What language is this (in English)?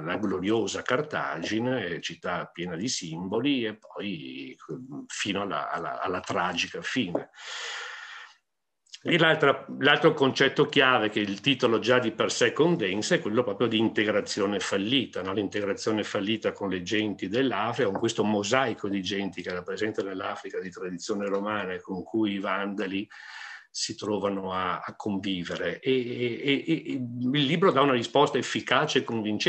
Italian